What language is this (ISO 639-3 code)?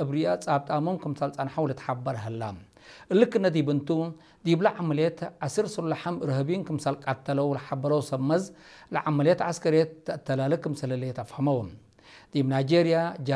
tig